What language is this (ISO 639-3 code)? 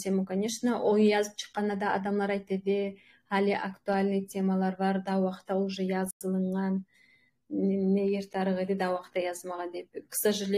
kum